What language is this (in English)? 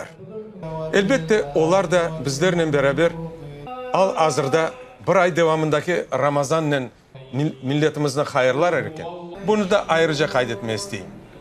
Crimean Tatar